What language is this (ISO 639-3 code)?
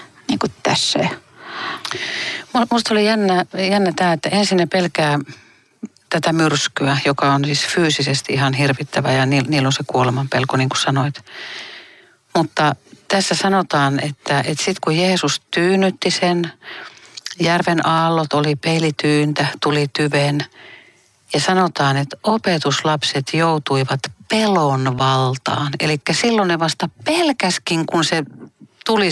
fin